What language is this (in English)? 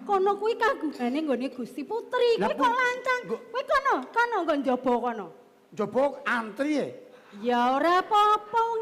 Javanese